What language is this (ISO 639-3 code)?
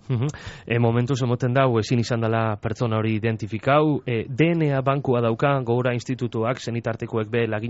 eus